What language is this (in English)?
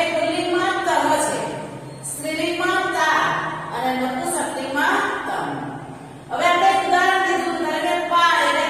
Gujarati